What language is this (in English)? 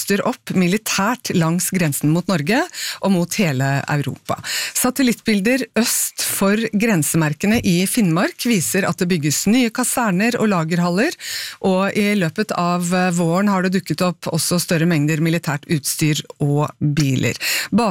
Norwegian